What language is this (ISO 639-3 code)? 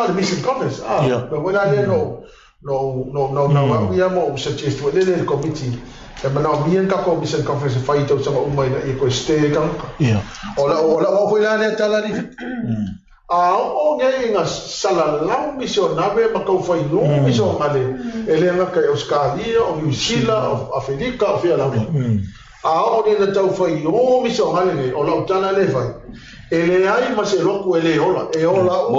smo